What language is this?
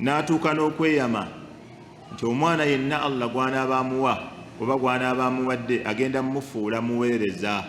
Ganda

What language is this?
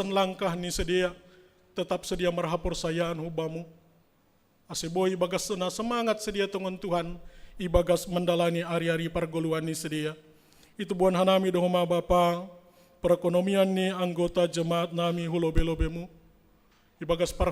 Batak Simalungun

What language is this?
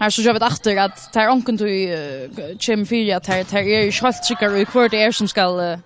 Faroese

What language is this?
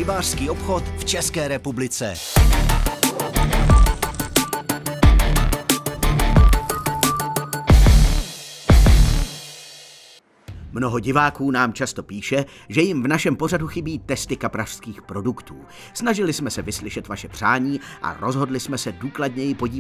Czech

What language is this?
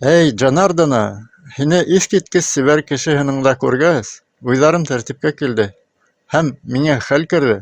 Bashkir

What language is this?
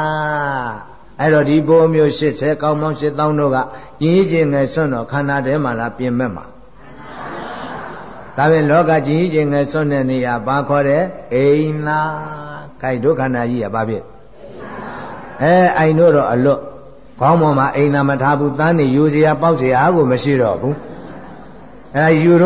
Burmese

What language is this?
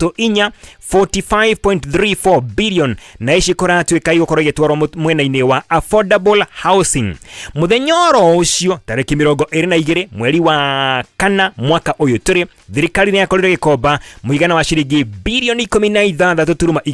Kikuyu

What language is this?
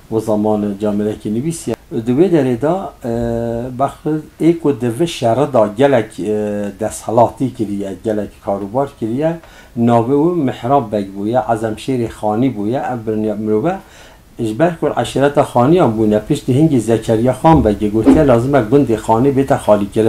Kurdish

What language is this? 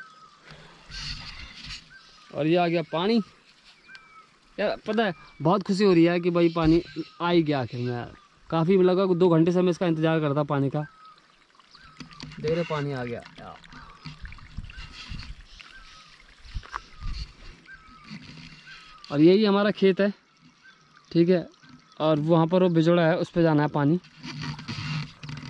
Hindi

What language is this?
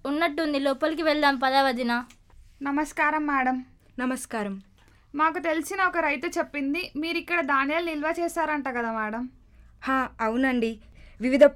Telugu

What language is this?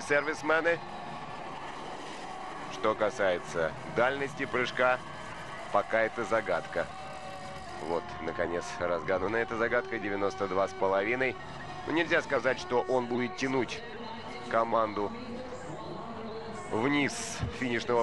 Russian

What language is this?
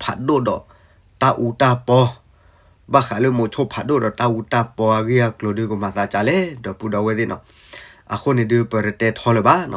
S'gaw Karen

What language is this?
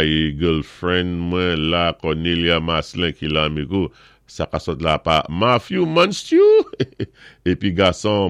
Saint Lucian Creole French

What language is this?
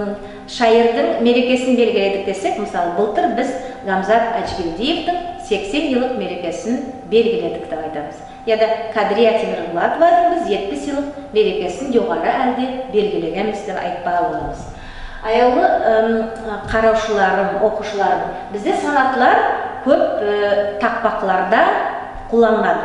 Nogai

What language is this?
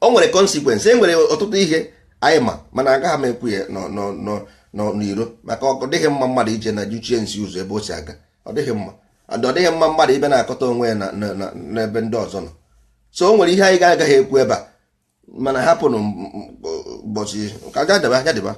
Igbo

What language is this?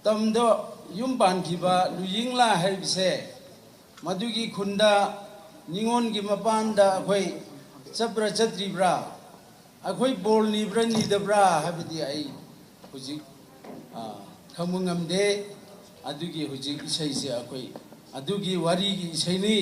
Manipuri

